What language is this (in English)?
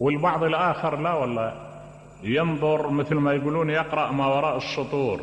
Mesopotamian Arabic